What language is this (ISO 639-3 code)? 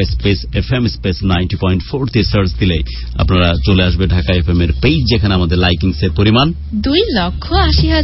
ben